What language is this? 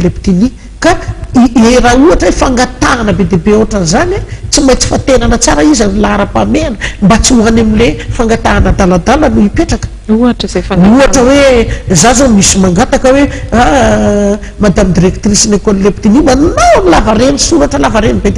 Malagasy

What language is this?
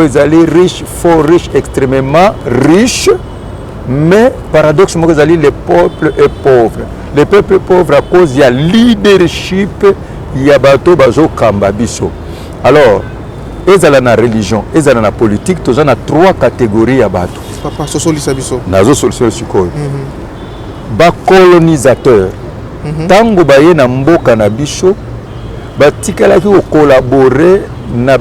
Lingala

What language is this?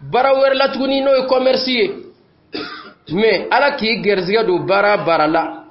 Dyula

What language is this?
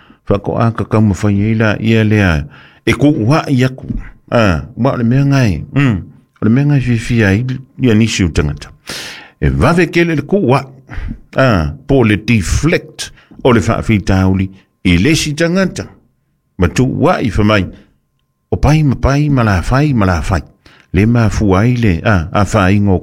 Samoan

